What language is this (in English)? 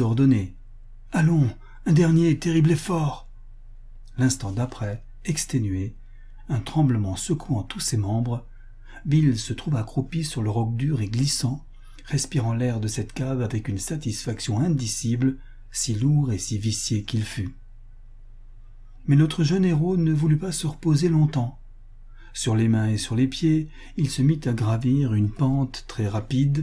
French